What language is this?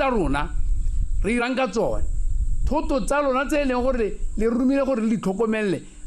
Tswana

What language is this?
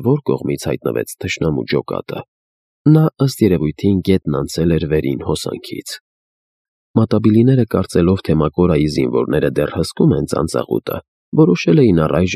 Armenian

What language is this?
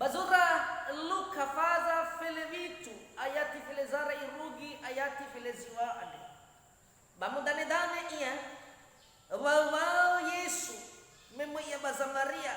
Nias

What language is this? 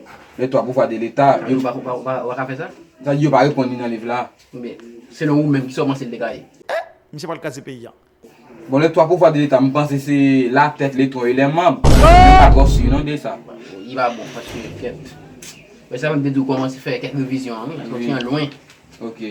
Haitian Creole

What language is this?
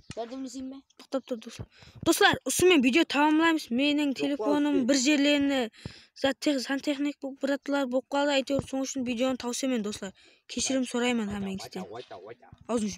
Kara-Kalpak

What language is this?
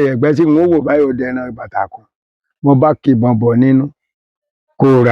Yoruba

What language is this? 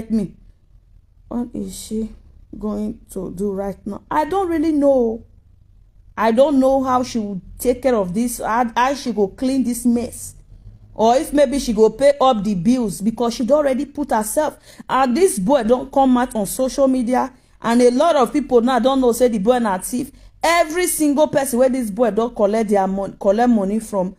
Nigerian Pidgin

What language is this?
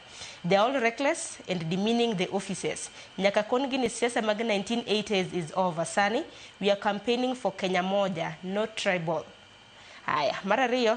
Luo (Kenya and Tanzania)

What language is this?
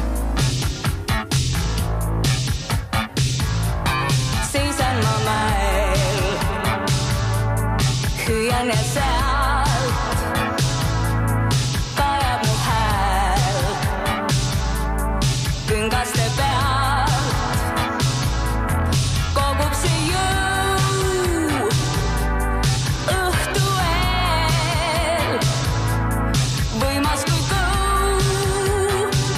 Estonian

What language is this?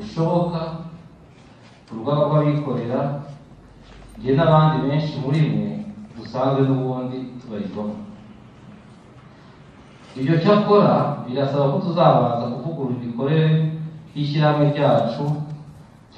Kinyarwanda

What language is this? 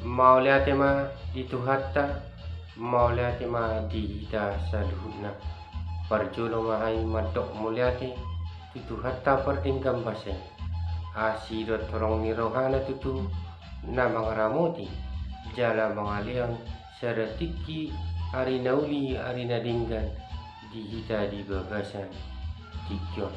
Batak Toba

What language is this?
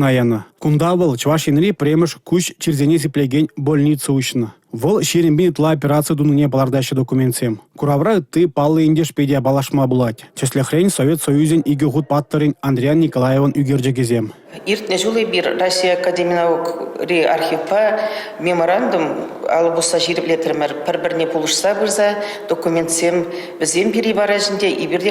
Chuvash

